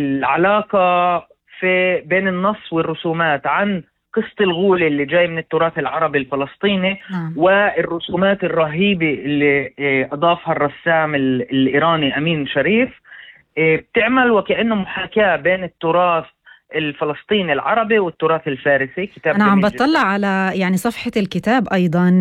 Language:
North Levantine Arabic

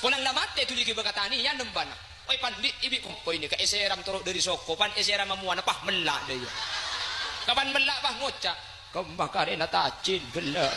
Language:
Madurese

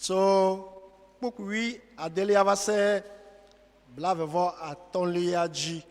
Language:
Ewe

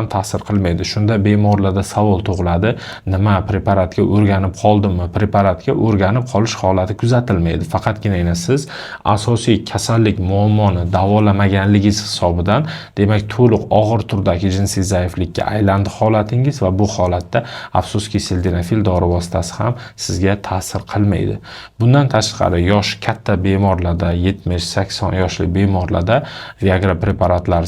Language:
Uzbek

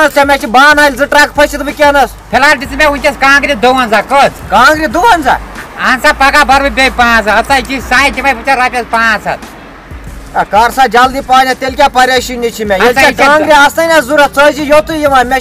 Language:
Kashmiri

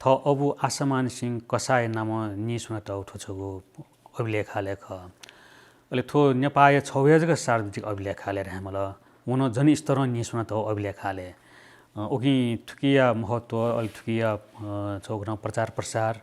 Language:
Newari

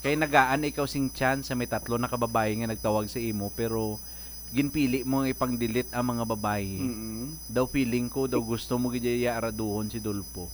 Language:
Hiligaynon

